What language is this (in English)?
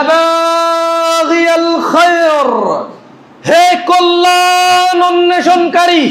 Bangla